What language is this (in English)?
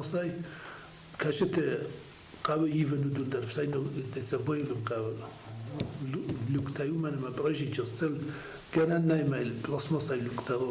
Ossetic